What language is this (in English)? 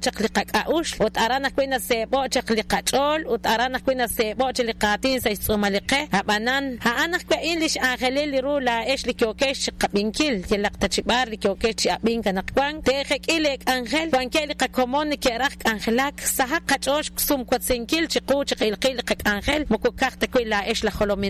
Kekchí